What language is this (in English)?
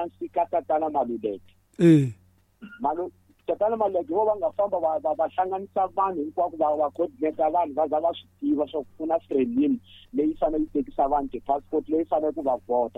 Tsonga